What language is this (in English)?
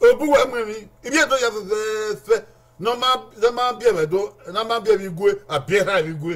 Bini